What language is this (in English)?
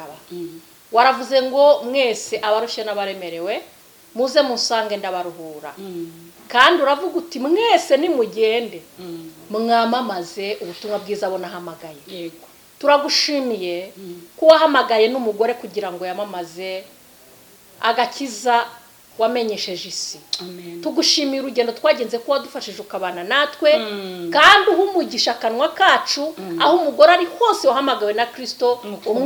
Kinyarwanda